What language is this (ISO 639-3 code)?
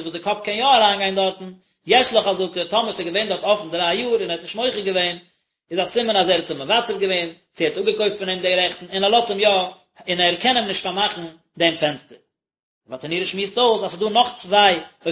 yid